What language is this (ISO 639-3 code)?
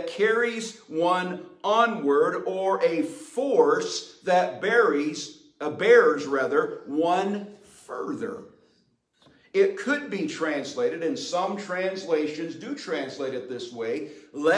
eng